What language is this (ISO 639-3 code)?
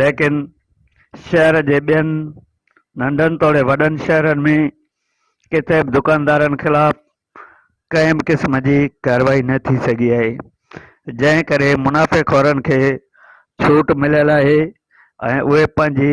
snd